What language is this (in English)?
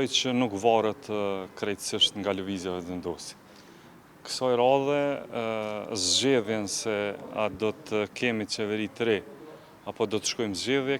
Albanian